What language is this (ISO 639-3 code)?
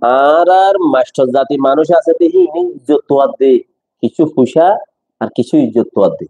rhg